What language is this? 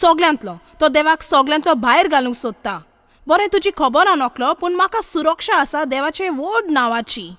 Konkani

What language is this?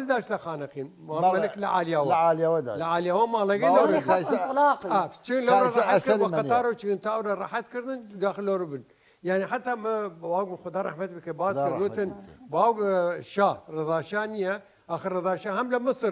Southern Kurdish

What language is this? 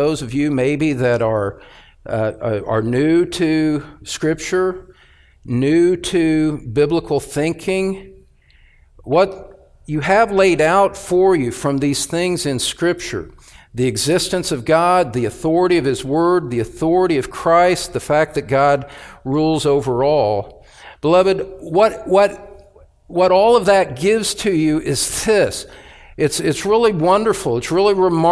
English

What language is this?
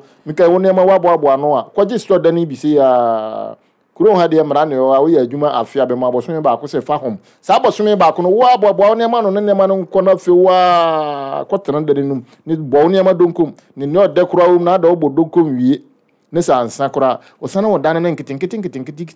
Akan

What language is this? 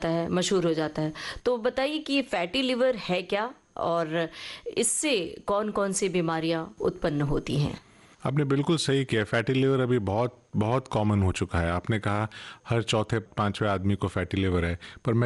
Hindi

